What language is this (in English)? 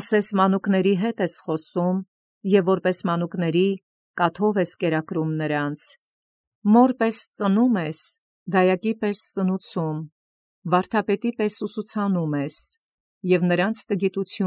Armenian